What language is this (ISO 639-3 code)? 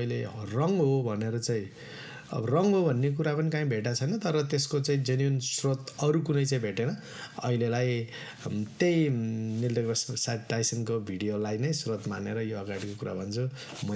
nep